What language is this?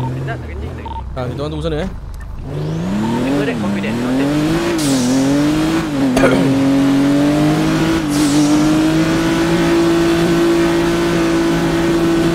Malay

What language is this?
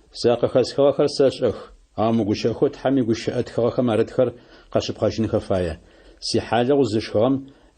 Adyghe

